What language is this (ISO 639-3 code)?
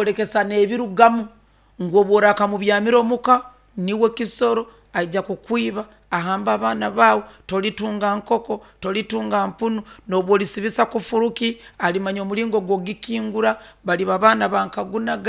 nyo